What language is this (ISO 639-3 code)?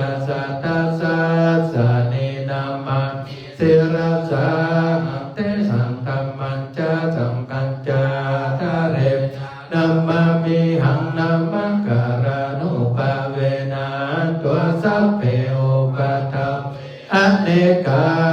pli